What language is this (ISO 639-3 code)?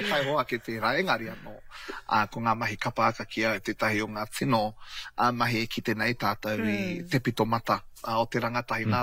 mri